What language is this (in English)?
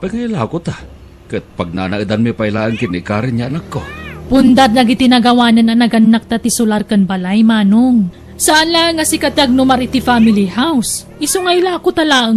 Iloko